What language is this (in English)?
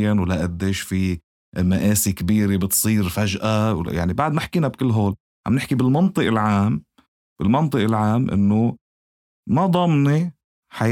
North Levantine Arabic